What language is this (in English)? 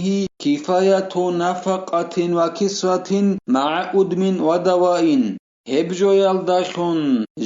Avaric